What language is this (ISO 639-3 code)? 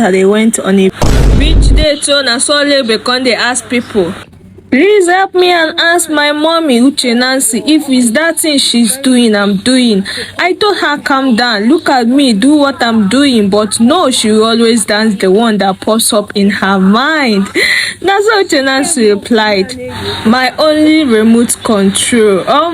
pcm